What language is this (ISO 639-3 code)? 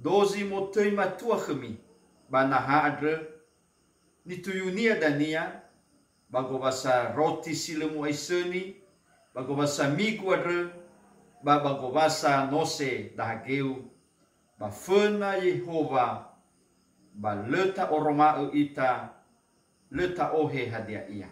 nia